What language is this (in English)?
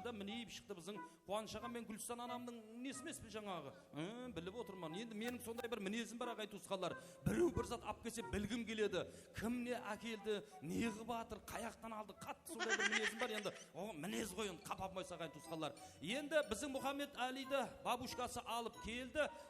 Kara-Kalpak